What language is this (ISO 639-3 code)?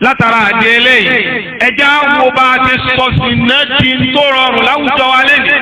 yor